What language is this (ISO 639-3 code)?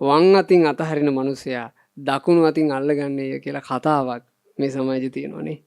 sin